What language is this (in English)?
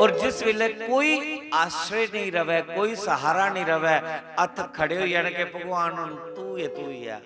Dogri